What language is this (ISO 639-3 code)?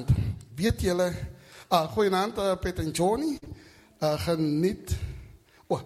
afr